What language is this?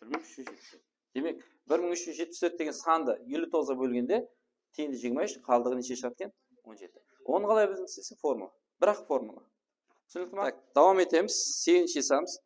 Kara-Kalpak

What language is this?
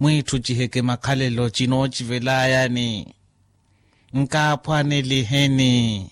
Makhuwa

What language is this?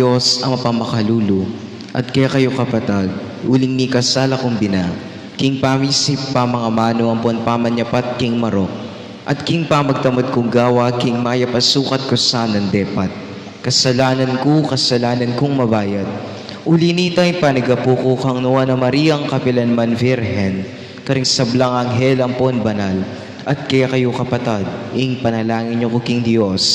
Pampanga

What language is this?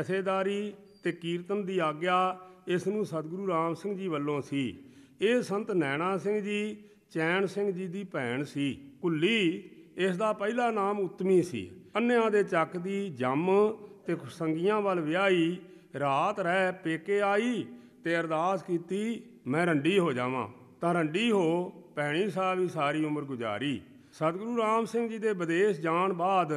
Punjabi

